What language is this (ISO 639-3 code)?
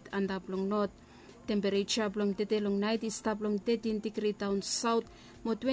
bis